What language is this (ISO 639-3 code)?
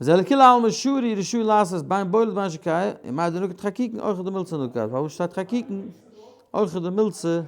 yid